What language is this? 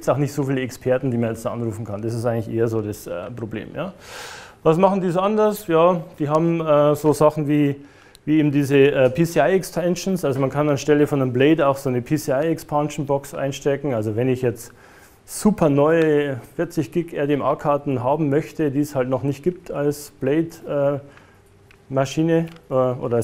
German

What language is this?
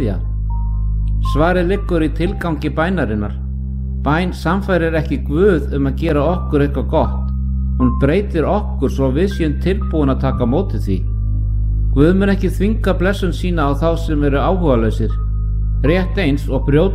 Icelandic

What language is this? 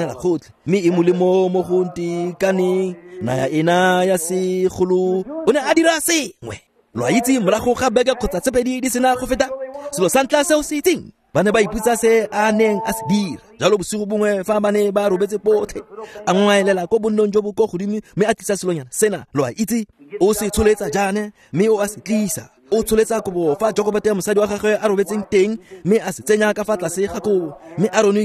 Tswana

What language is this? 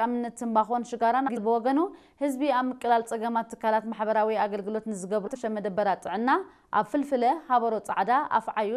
Tigrinya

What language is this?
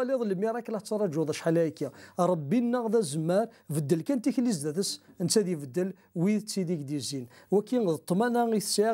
Kabyle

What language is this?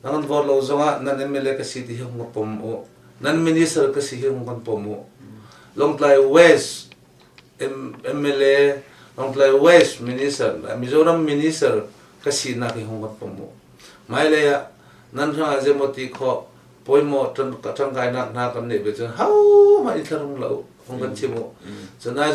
Hakha Chin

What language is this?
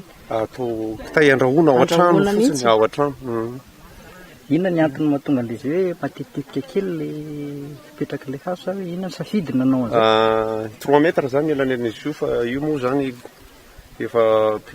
Malagasy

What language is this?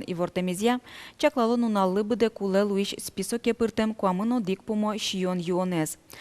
Udmurt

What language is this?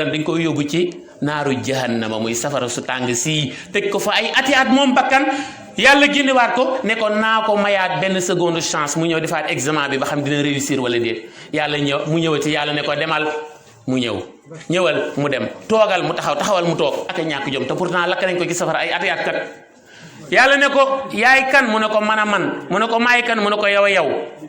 Wolof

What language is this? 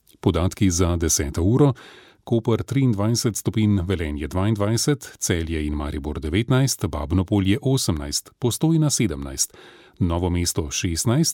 Slovenian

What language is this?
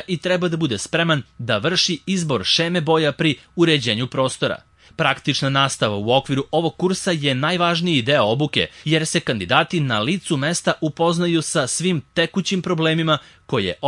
Serbian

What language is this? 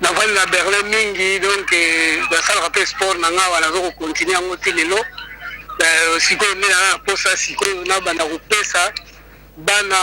Lingala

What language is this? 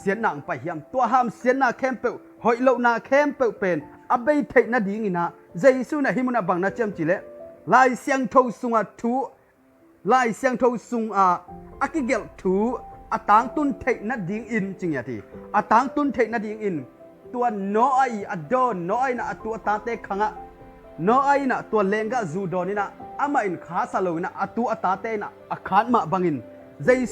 Tedim Chin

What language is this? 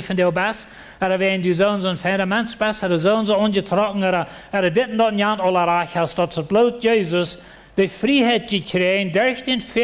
Plautdietsch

